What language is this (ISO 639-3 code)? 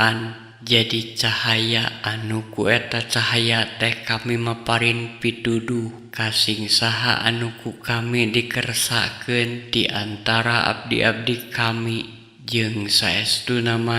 sun